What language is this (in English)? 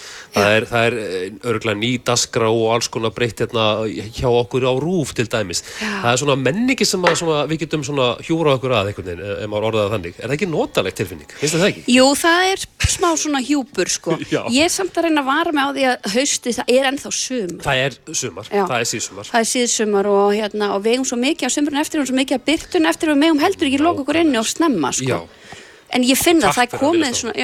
Icelandic